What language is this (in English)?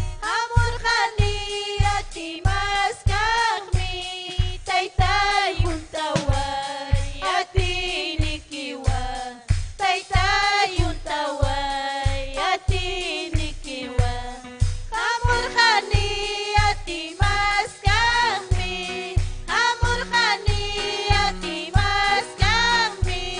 Ayacucho Quechua